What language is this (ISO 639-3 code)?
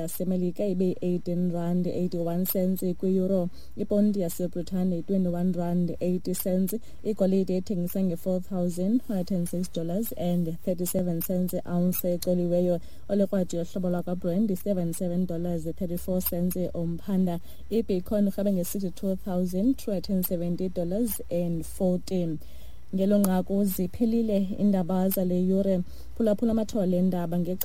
xho